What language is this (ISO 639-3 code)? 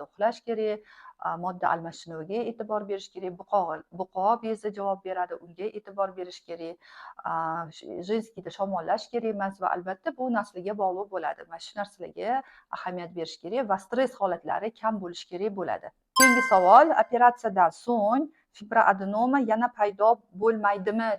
uzb